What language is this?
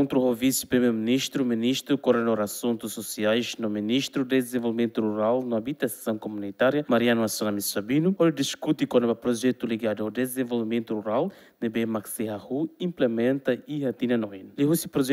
Tetum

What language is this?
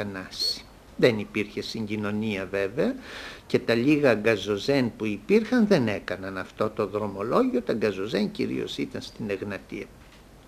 Greek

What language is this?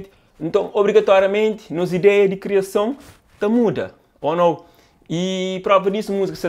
Kabuverdianu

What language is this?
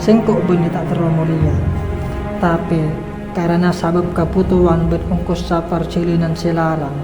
Madurese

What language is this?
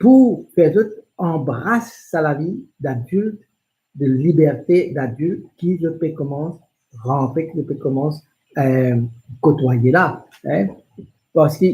Morisyen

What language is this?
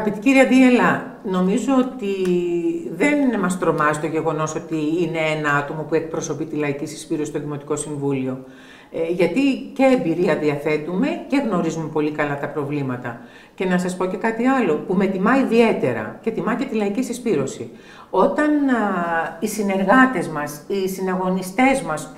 Greek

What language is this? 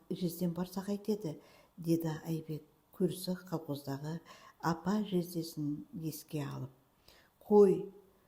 Kazakh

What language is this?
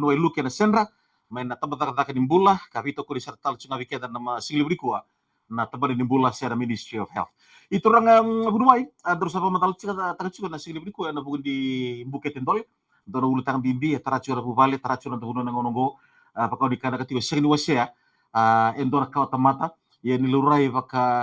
Fijian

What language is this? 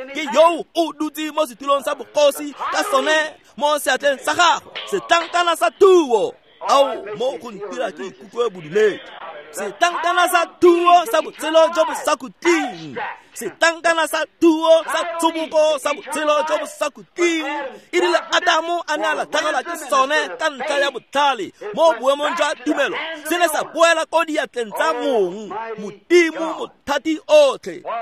Tswana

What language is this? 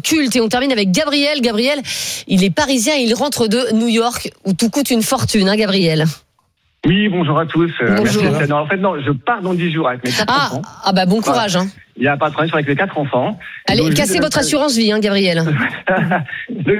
French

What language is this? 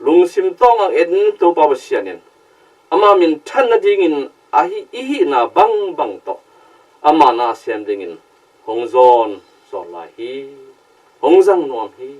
Tedim Chin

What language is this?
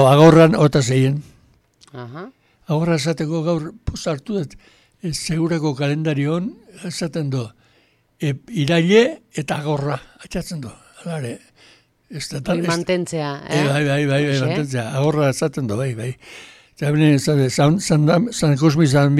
Basque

